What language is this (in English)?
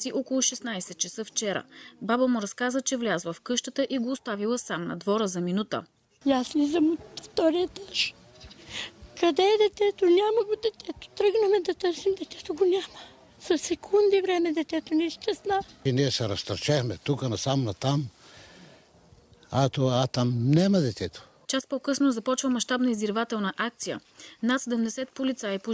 Bulgarian